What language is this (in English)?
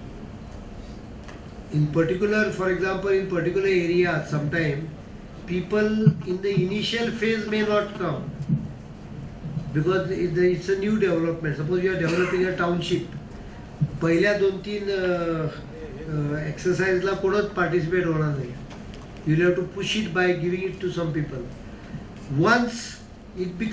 Marathi